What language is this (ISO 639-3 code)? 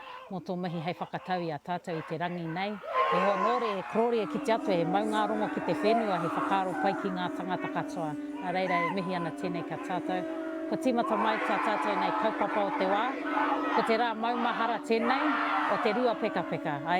mri